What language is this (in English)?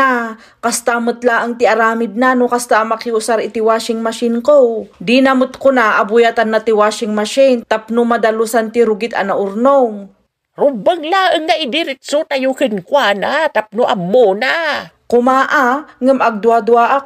Iloko